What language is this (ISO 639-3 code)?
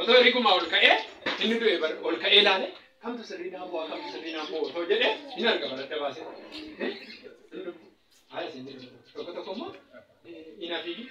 orm